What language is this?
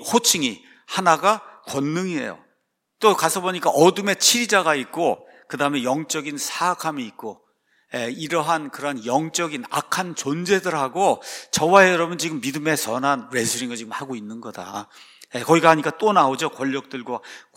Korean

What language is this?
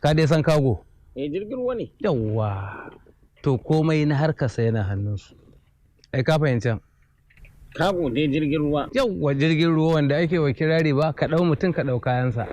Hausa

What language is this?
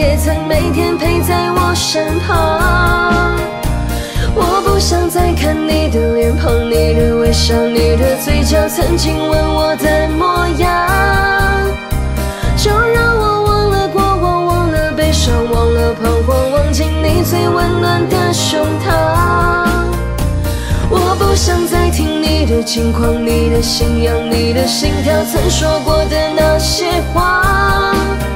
Chinese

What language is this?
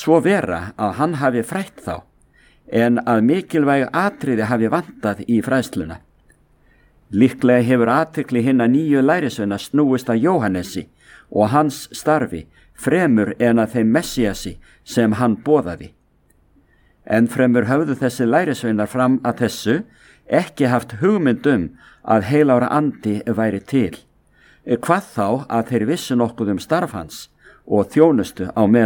Icelandic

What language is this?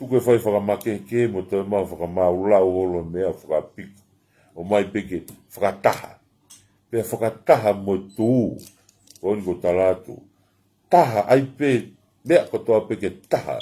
Tongan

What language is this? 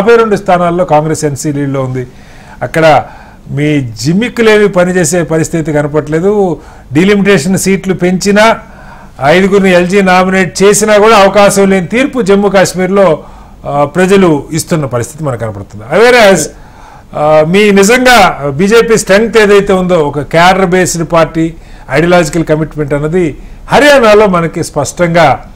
Telugu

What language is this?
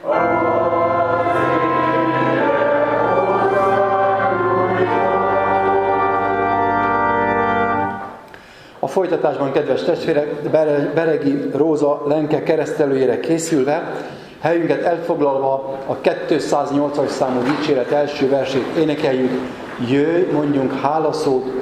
Hungarian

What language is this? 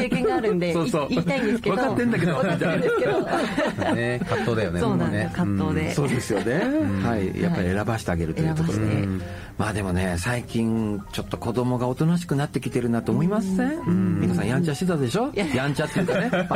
Japanese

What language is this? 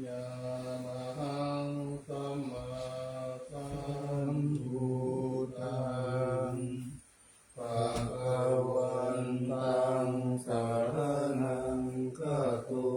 Pali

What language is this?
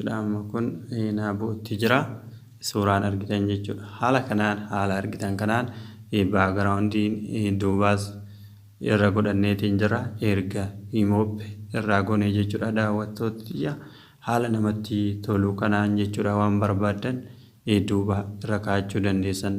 Oromo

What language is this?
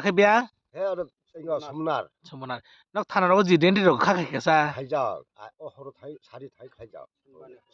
Kok Borok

